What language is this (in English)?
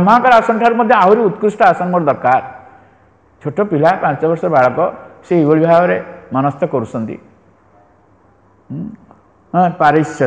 Odia